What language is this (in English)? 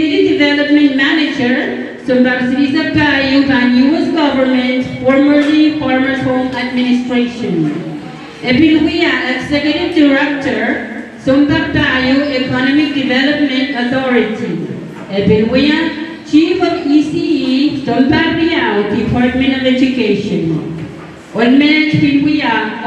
Pohnpeian